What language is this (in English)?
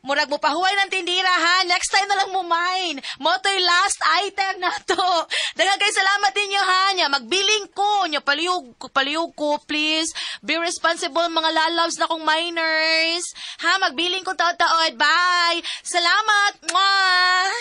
Cebuano